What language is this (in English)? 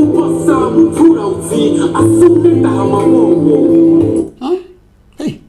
Venda